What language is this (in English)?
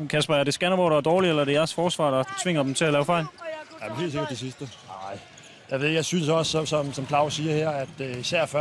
Danish